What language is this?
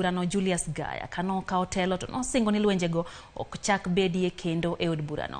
Luo (Kenya and Tanzania)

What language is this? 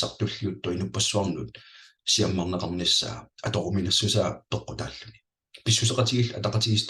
Kalaallisut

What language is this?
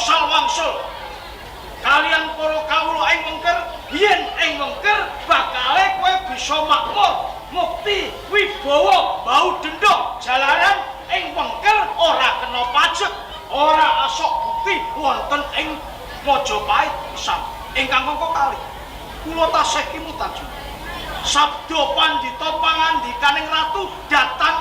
Javanese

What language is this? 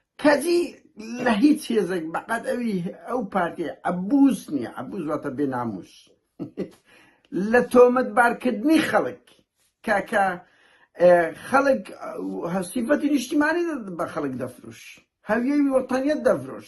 Central Kurdish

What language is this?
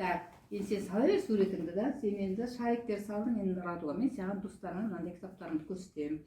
Kazakh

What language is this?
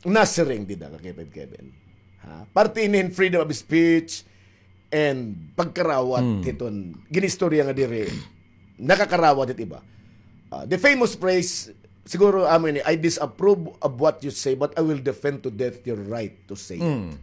Waray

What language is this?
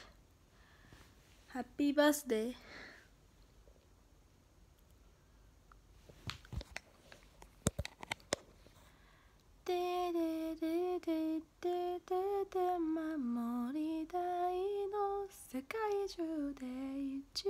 Japanese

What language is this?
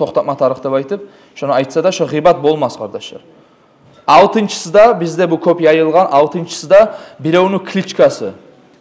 Kumyk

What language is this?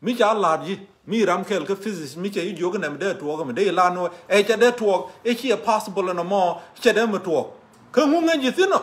Nuer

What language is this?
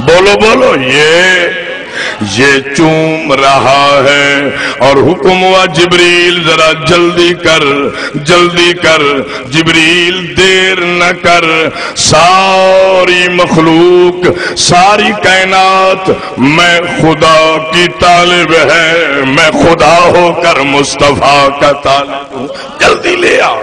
Saraiki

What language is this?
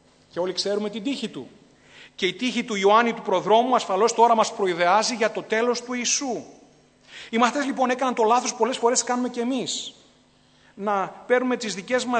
Greek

